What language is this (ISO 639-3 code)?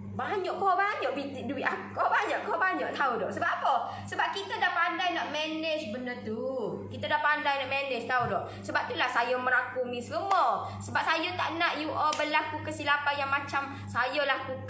msa